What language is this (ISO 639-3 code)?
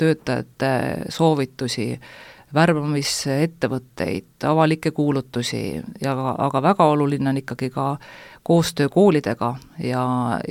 est